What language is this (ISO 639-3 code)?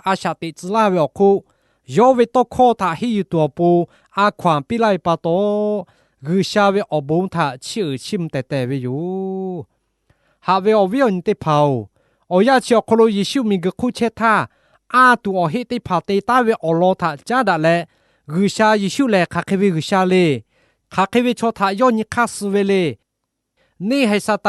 lhu